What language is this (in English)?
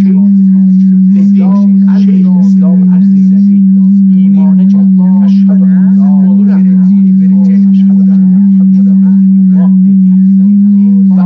South Azerbaijani